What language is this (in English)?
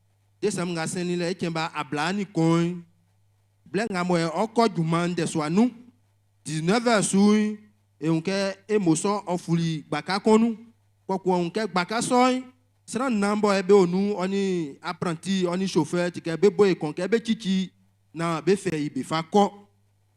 Baoulé